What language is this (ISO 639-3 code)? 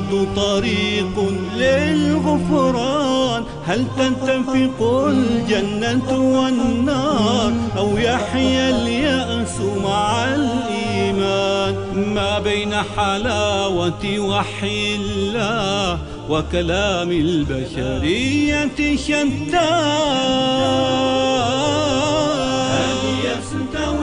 ara